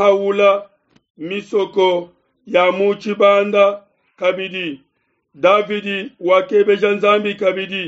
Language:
Luba-Lulua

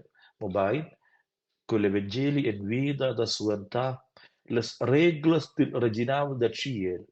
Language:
Romansh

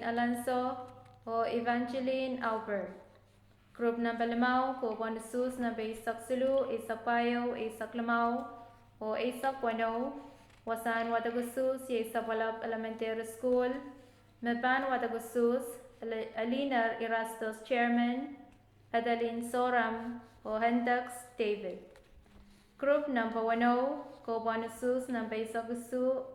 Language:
Pohnpeian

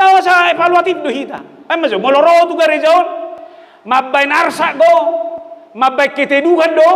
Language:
Batak Toba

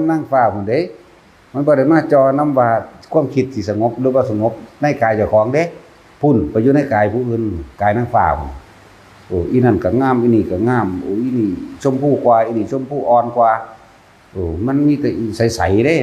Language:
Northeastern Thai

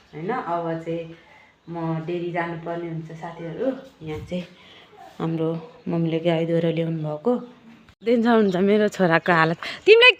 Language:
Nepali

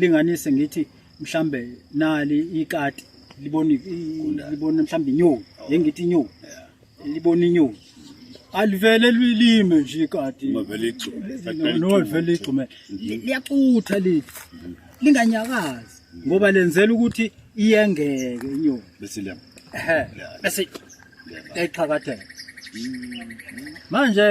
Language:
Zulu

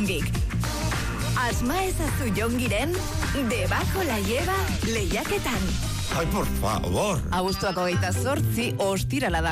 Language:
Basque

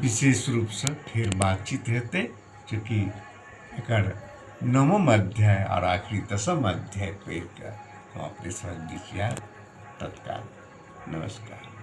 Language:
Maithili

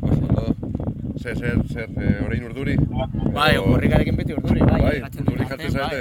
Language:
Basque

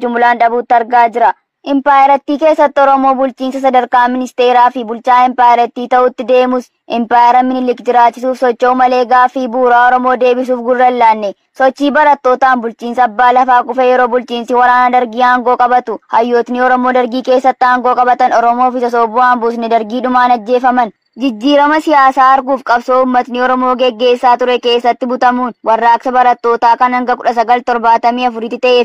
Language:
Oromo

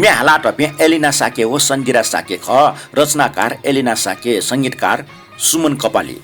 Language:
Newari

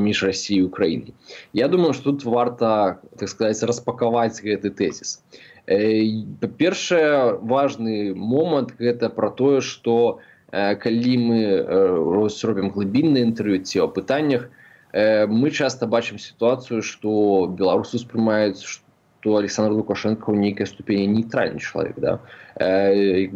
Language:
Belarusian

